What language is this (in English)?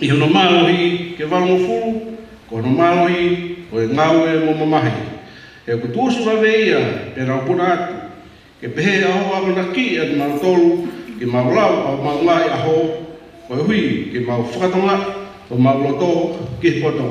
Tongan